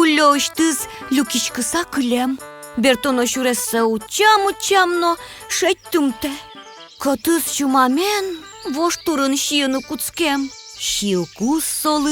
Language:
Udmurt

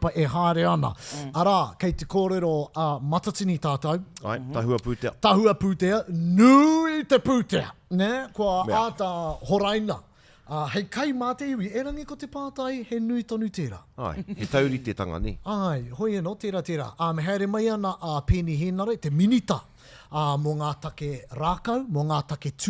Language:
Māori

